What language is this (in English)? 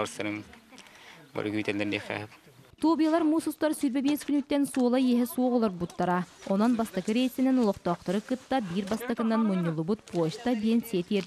Yakut